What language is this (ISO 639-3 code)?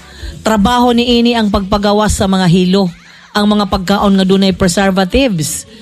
ceb